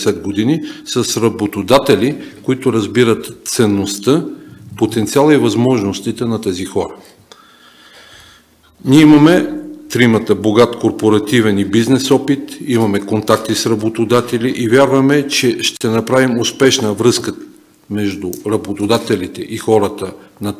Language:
Bulgarian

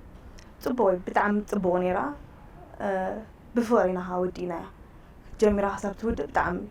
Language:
Tigrinya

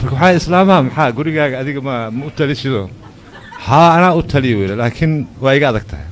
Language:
Somali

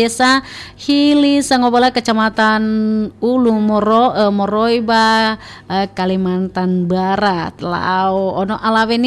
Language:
Nias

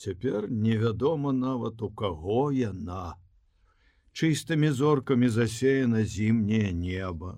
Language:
Belarusian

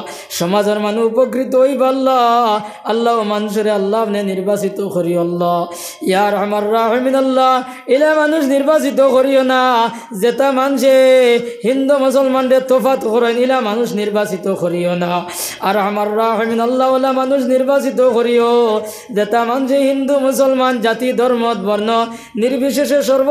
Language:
Sylheti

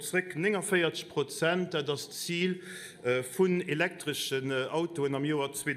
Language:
Luxembourgish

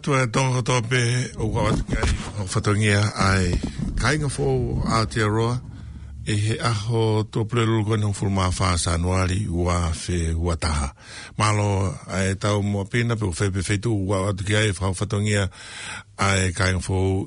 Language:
Tongan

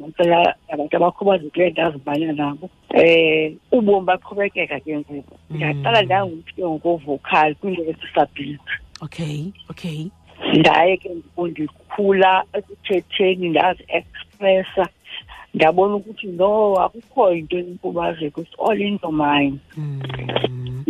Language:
Xhosa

